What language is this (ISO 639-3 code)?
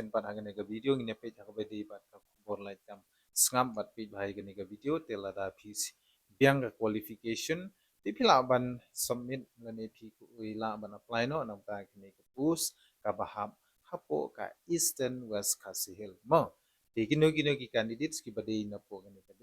kha